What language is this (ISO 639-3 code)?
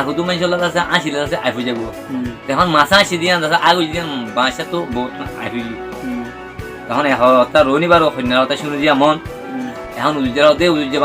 rhg